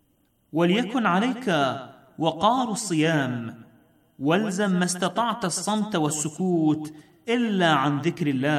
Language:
Arabic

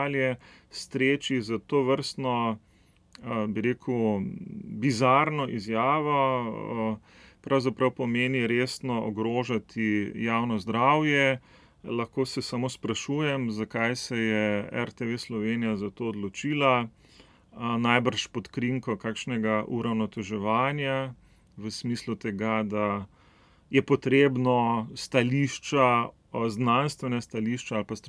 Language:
Slovenian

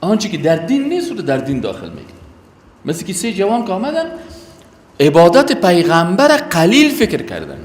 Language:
Persian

